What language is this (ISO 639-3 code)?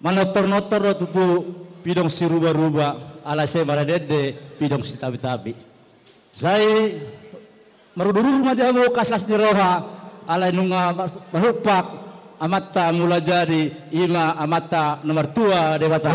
bbc